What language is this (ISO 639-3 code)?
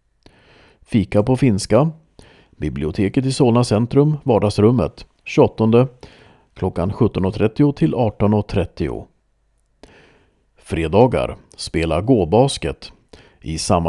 swe